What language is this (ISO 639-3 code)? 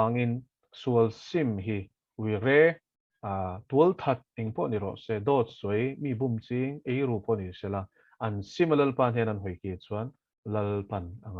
lus